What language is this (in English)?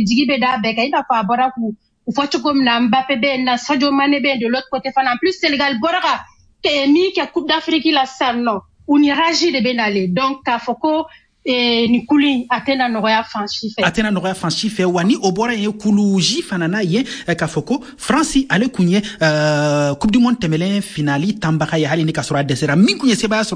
Bambara